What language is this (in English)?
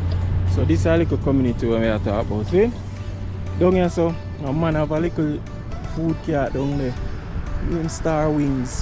Jamaican Creole English